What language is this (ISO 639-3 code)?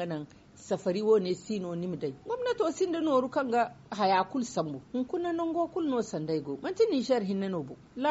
dje